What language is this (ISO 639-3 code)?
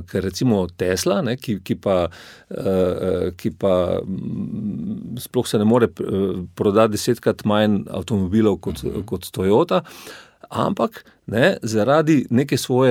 slv